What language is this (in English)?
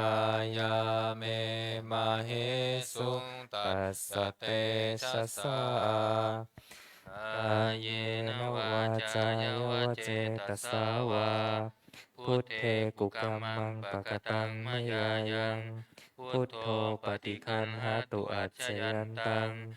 Pali